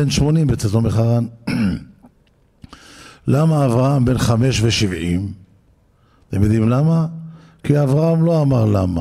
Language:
Hebrew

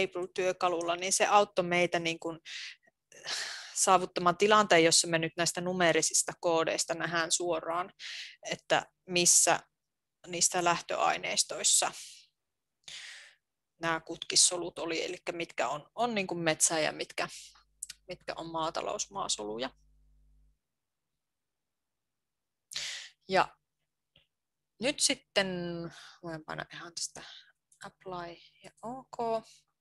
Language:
Finnish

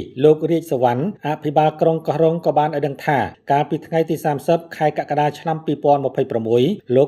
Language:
Khmer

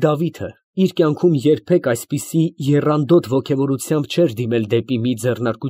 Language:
Armenian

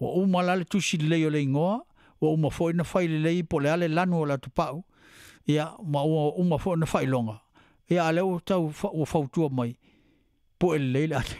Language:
Samoan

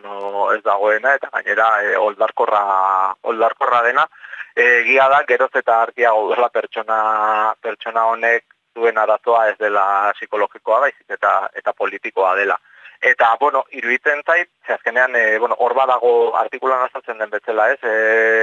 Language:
Basque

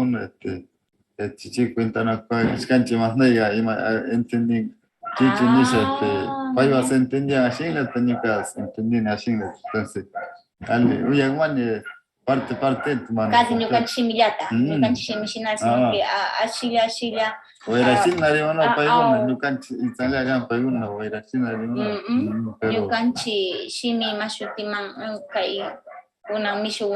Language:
Northern Pastaza Quichua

